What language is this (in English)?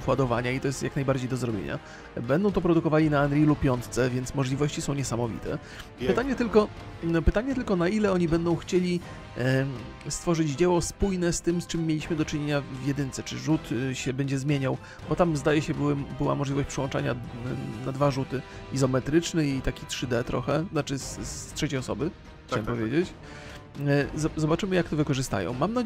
Polish